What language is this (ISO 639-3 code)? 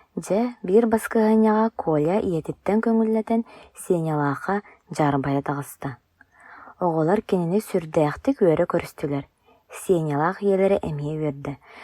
sah